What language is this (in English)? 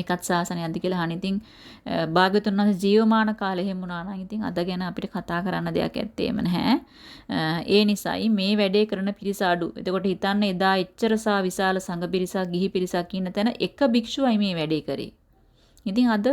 Sinhala